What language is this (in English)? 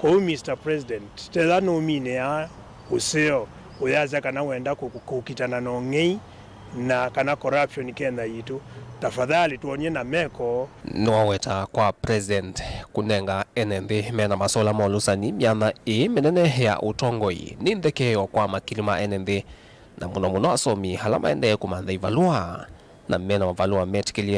Kamba